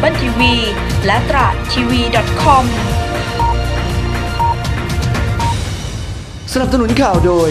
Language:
Thai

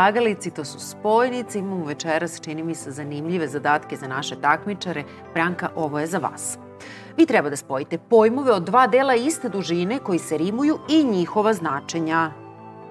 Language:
Serbian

